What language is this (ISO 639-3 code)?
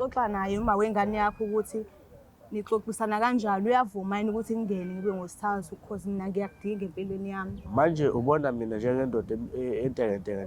zul